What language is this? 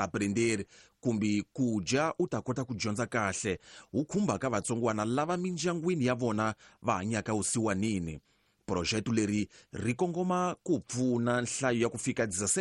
Tsonga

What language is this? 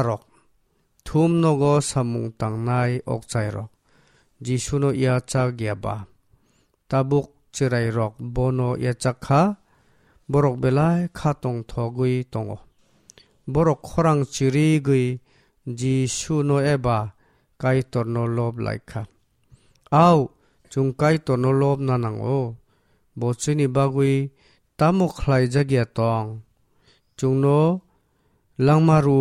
Kok Borok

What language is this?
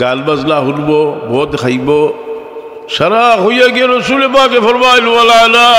Sylheti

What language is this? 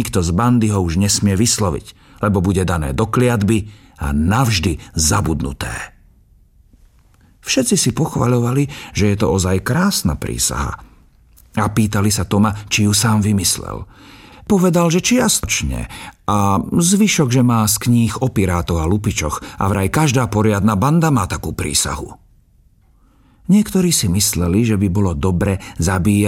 Slovak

